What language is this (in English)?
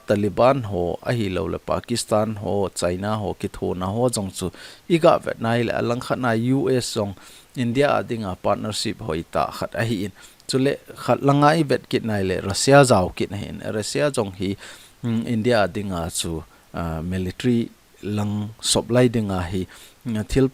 Thado Chin